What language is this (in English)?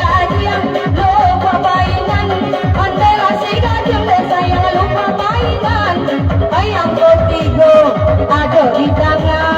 Minangkabau